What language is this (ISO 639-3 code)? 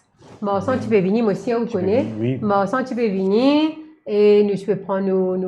mfe